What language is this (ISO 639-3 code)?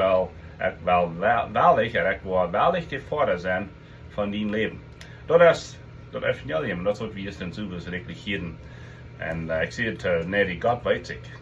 pdt